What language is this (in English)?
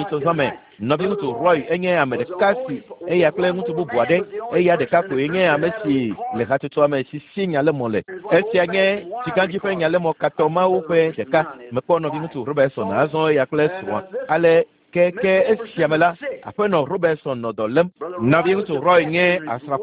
Ewe